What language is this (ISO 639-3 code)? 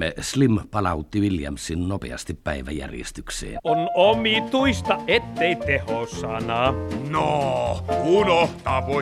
fin